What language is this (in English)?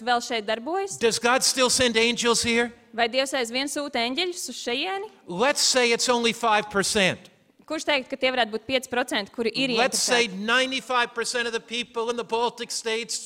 Latvian